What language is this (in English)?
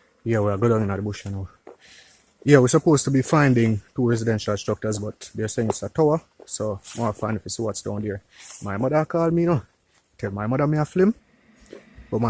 Jamaican Creole English